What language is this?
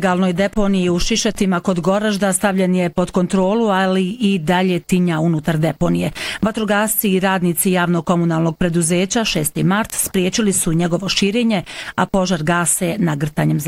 Bosnian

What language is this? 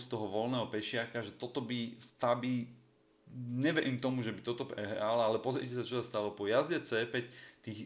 Slovak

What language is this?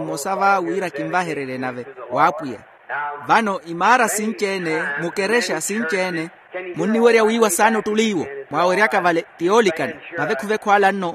Makhuwa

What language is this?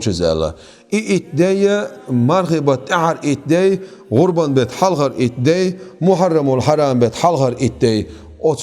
Chechen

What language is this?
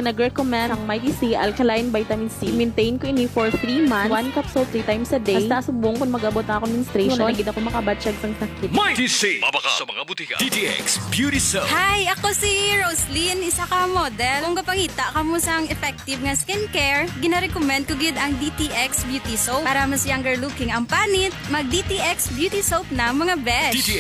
Hiligaynon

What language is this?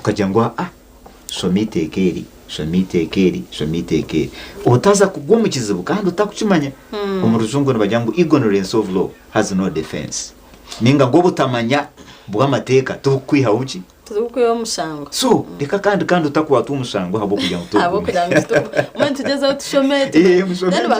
Nyankole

